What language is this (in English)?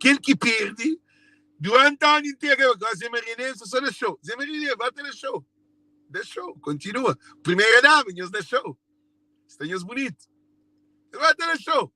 Kabuverdianu